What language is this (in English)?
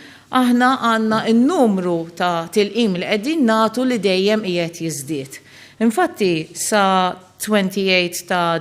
Maltese